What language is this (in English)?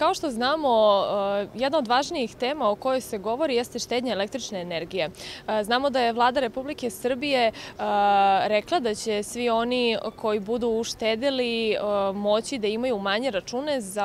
Serbian